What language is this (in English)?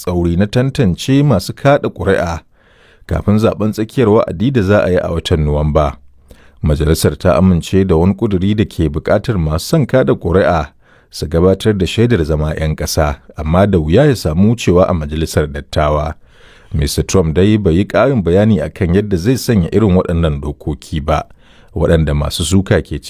Hausa